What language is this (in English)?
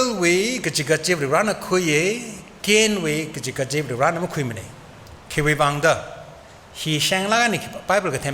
Tangkhul Naga (India)